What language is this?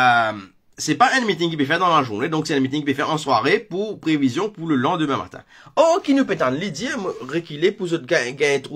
Morisyen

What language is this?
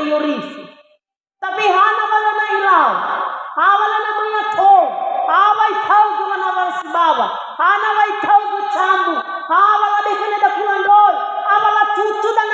Nias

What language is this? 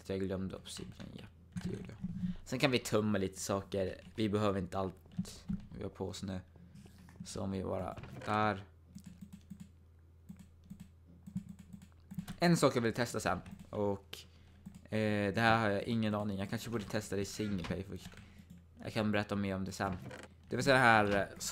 Swedish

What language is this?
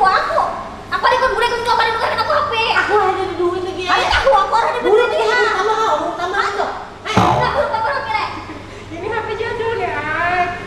Banjar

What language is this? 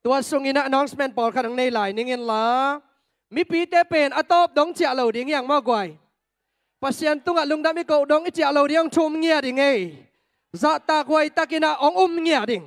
Tedim Chin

